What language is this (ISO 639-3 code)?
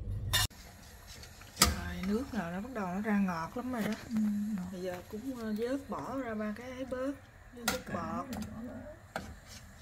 vie